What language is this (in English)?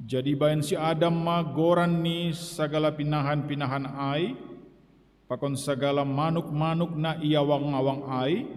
Batak Simalungun